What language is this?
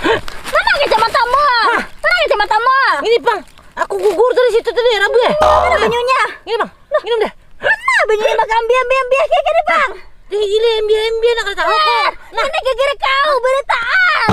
Banjar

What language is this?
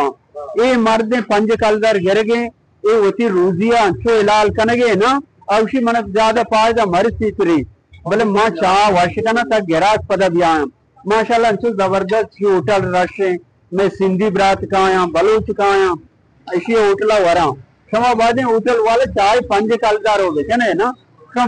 Baluchi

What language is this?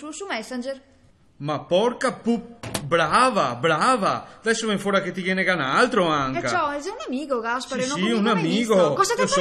Venetian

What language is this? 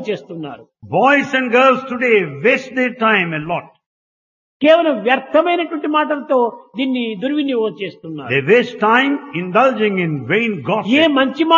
Telugu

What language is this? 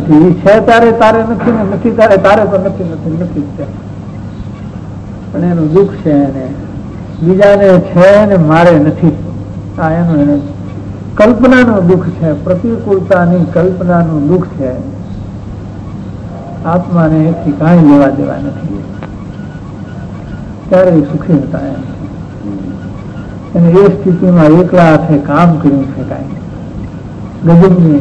Gujarati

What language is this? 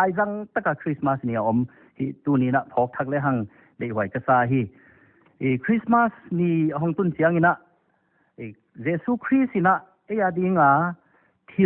Paite Chin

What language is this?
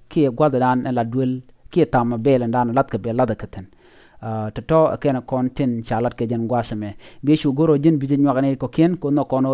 Nuer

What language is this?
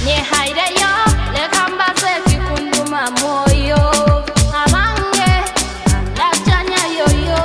Nyoro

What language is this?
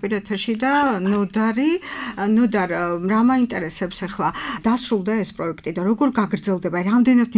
Georgian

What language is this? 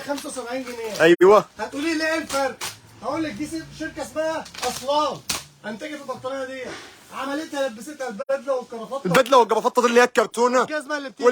Egyptian Arabic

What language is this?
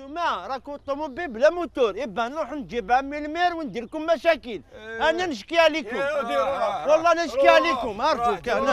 Algerian Arabic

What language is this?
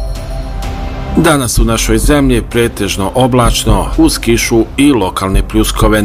Bosnian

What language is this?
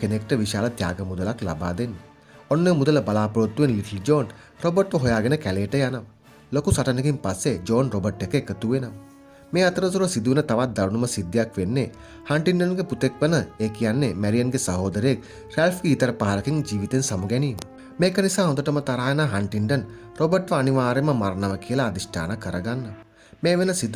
Sinhala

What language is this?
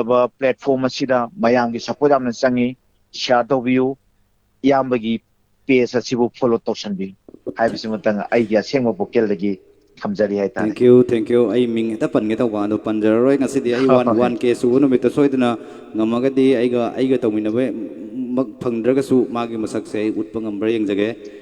Manipuri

